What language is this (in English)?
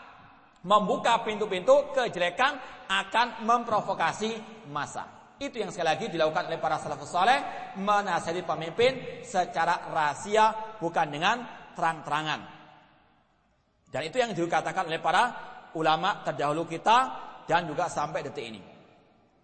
Indonesian